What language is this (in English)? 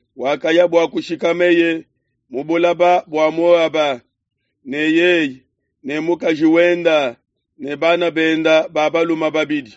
Luba-Lulua